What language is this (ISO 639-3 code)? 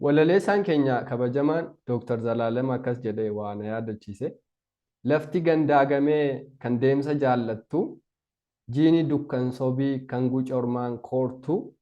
orm